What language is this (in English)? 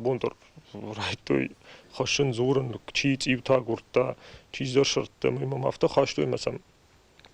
Ossetic